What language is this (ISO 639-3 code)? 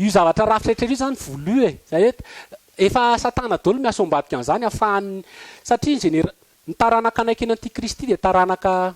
mlg